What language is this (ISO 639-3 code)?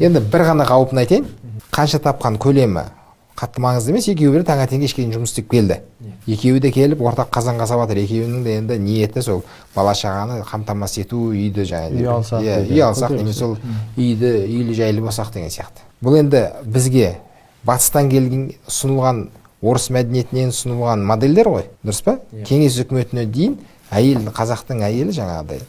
kaz